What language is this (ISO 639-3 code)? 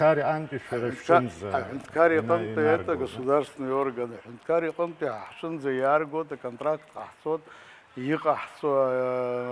abk